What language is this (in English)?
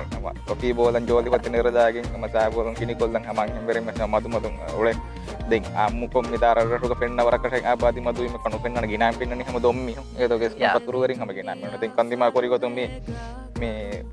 Divehi